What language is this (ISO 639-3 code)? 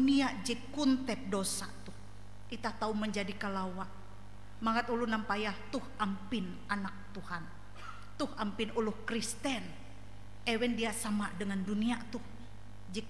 nij